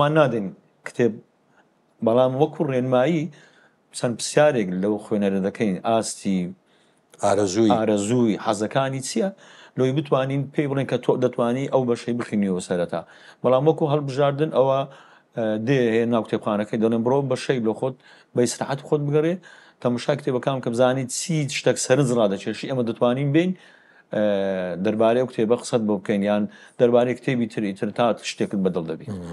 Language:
Central Kurdish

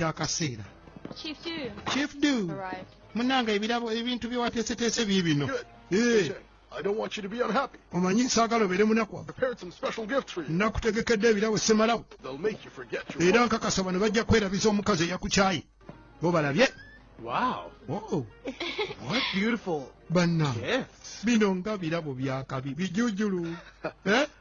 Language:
Ganda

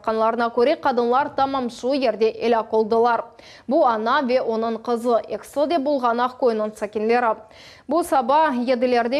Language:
Crimean Tatar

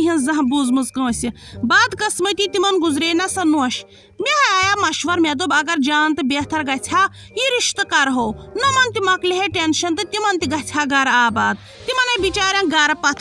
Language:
Kashmiri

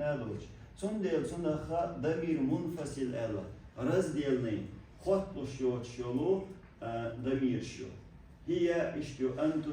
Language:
Chechen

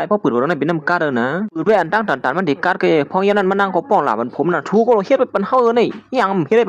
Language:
Shan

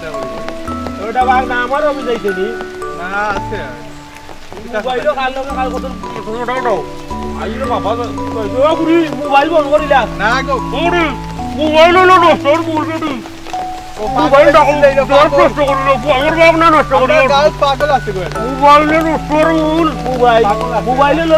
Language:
Sylheti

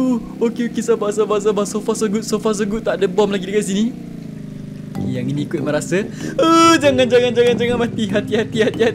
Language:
Malay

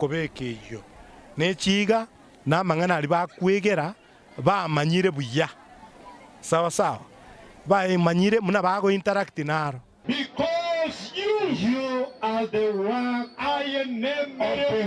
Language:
Gusii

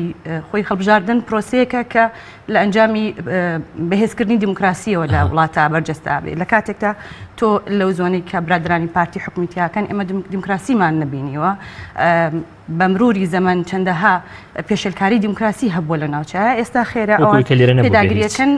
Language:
Central Kurdish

